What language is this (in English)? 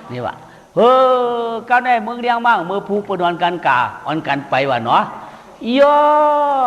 Shan